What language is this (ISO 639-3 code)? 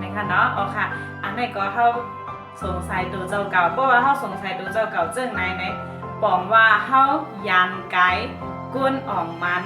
shn